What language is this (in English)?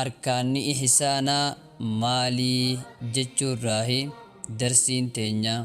Oromo